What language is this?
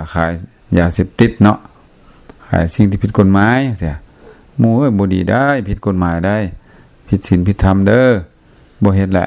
Lao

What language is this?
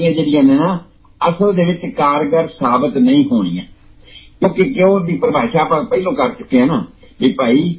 Punjabi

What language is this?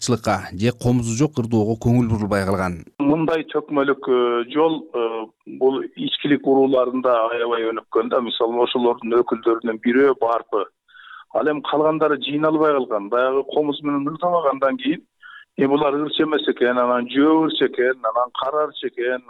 Kyrgyz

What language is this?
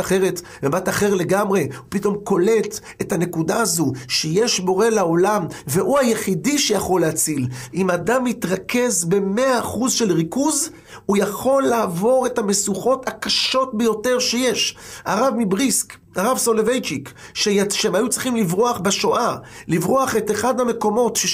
Hebrew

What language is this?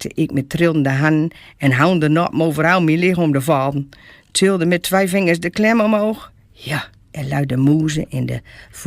Gronings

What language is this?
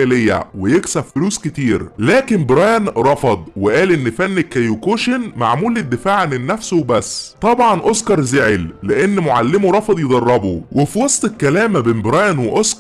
Egyptian Arabic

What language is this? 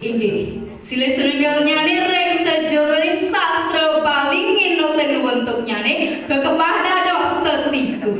Balinese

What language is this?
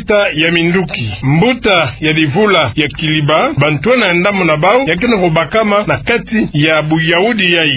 Kituba (Democratic Republic of Congo)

